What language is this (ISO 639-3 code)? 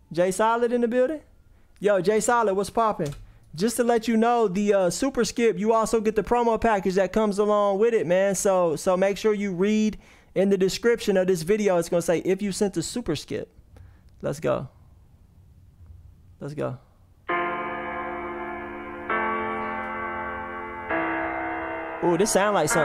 eng